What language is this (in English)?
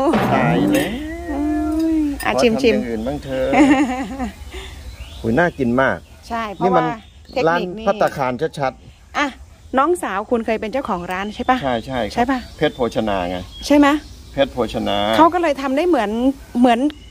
Thai